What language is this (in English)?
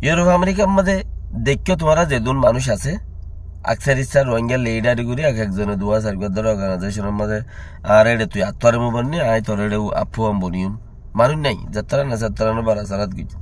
Rohingya